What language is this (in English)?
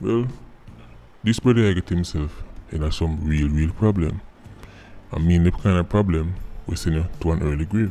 Jamaican Creole English